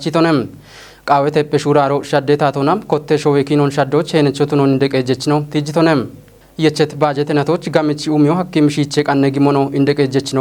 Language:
Kafa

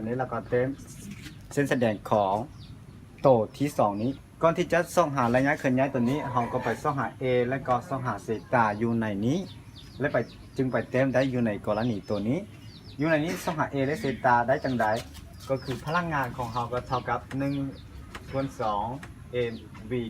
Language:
Lao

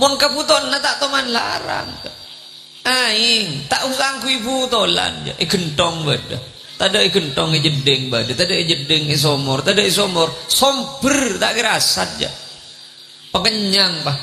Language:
Madurese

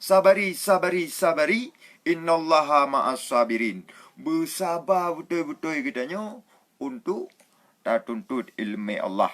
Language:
Achinese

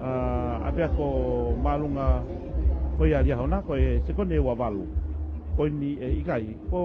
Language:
Tongan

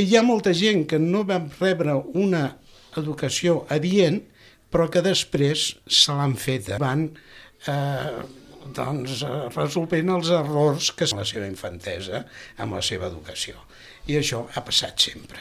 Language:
Catalan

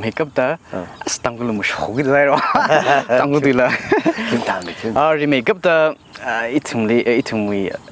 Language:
Tangkhul Naga (India)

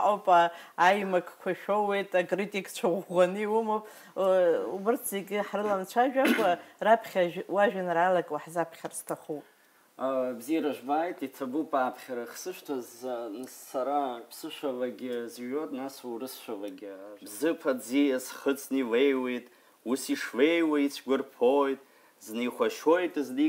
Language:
Abkhazian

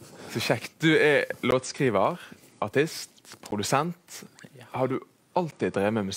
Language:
Norwegian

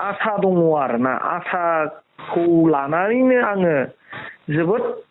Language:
Bodo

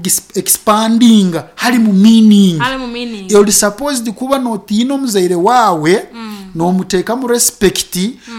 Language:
Nyoro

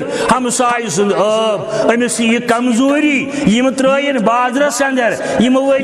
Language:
Kashmiri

